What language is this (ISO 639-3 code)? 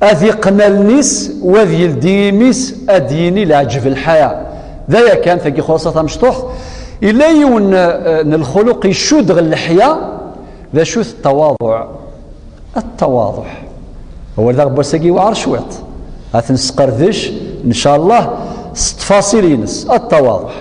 kab